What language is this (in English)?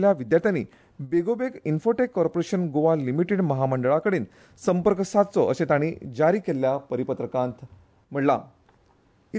Konkani